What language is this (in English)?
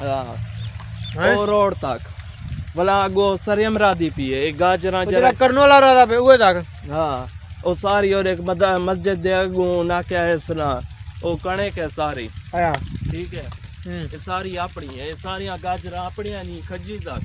Saraiki